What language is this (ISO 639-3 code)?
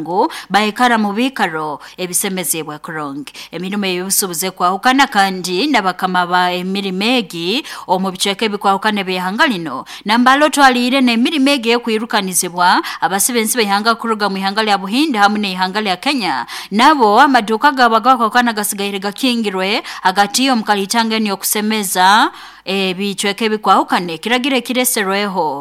nyo